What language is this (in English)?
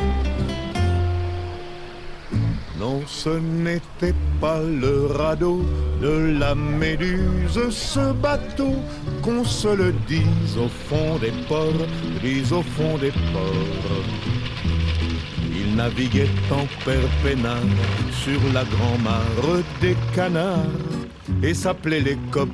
French